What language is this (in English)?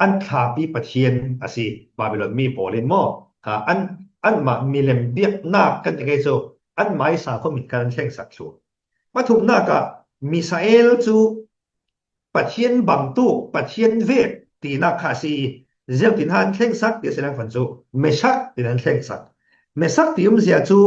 Falam Chin